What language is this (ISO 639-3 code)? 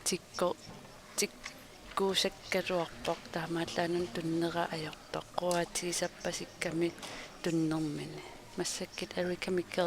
kal